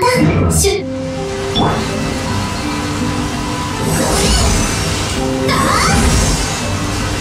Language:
Japanese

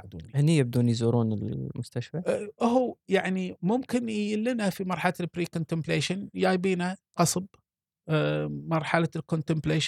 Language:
Gulf Arabic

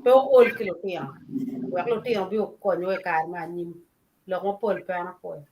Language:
Acoli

